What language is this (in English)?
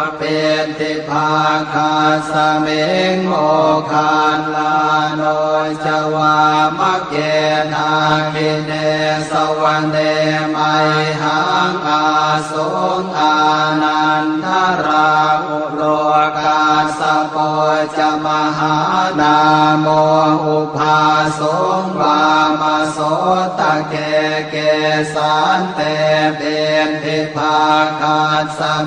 Pali